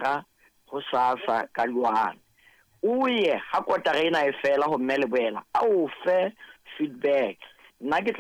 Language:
Southern Sotho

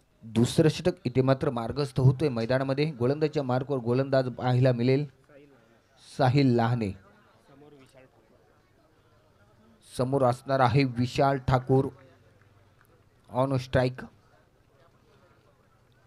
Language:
Marathi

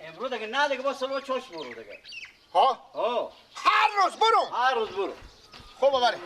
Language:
Persian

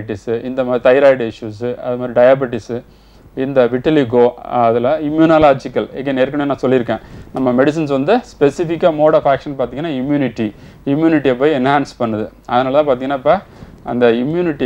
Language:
Tamil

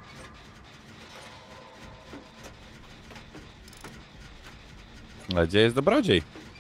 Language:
Polish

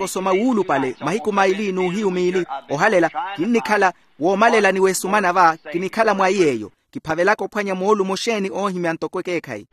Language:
Makhuwa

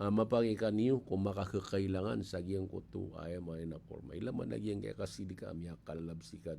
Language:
Maranao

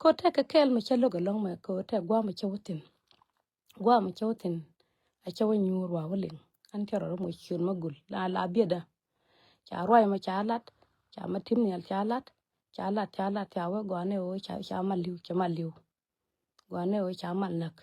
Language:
Nuer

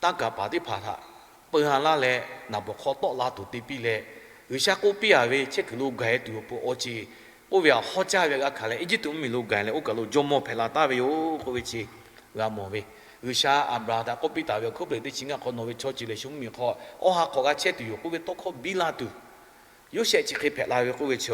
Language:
Lahu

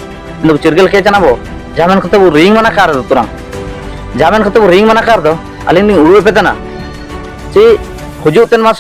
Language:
Ho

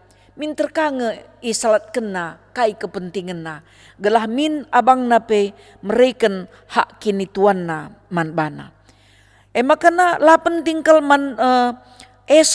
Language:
Batak Karo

